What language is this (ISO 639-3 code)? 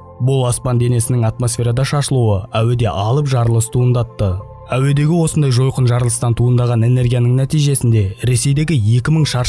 kaz